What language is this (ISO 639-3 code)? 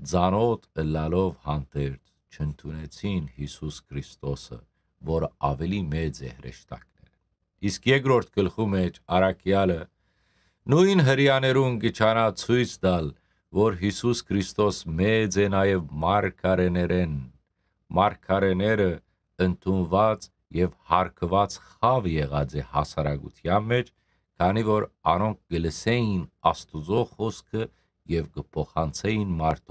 hyw